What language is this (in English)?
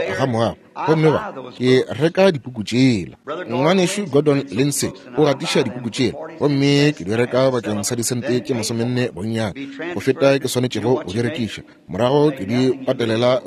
Northern Sotho